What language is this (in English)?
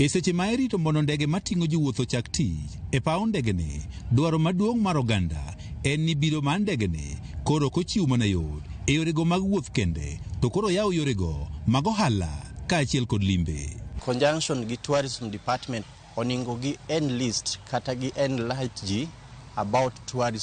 Luo (Kenya and Tanzania)